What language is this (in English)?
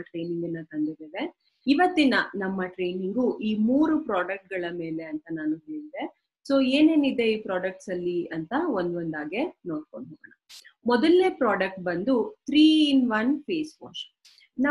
Kannada